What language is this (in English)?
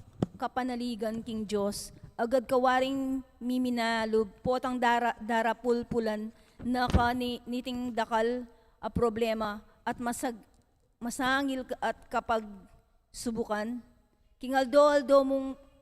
Pampanga